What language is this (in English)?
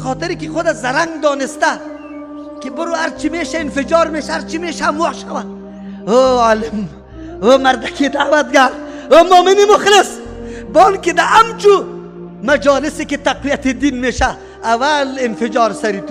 Persian